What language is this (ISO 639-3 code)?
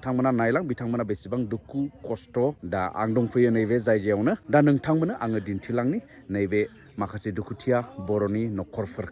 brx